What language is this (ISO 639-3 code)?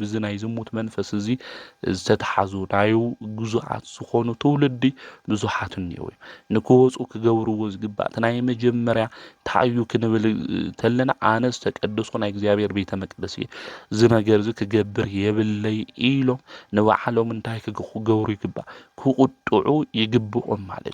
tir